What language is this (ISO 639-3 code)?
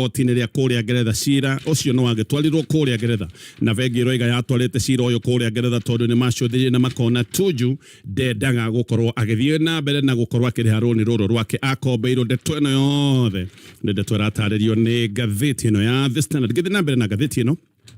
kik